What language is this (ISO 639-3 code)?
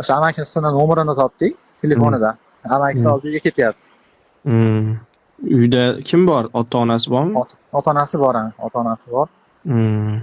uzb